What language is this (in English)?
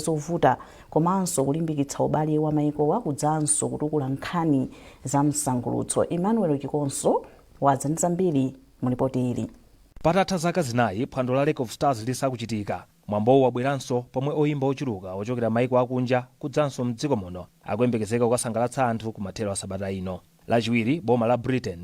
Nyanja